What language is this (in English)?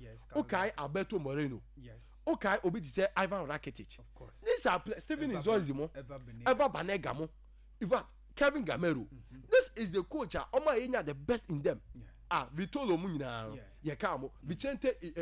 Akan